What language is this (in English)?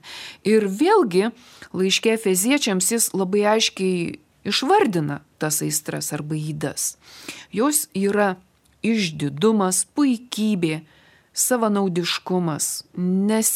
Lithuanian